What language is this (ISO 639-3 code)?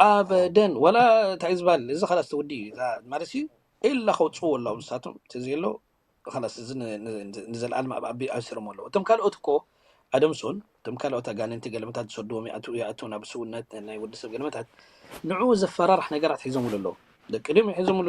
tir